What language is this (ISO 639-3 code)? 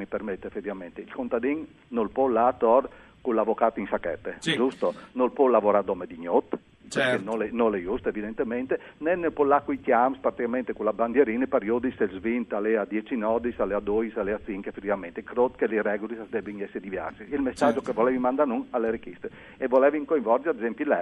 fur